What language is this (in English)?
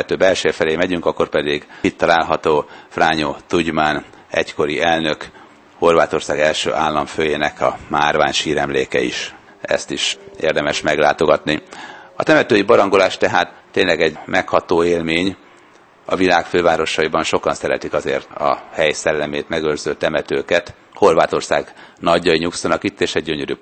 Hungarian